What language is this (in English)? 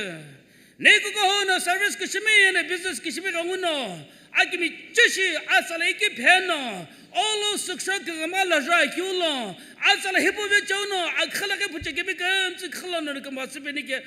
Sumi Naga